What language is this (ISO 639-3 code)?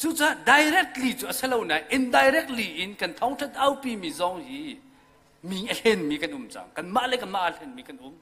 cnh